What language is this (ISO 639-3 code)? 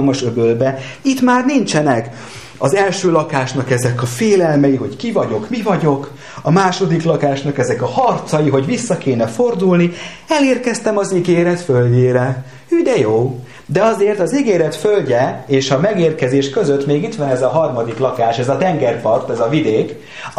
hun